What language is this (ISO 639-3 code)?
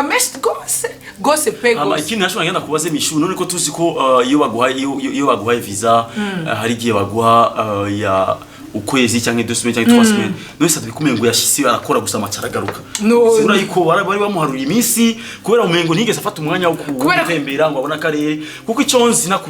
run